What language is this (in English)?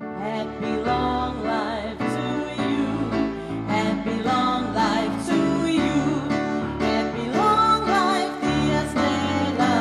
Tongan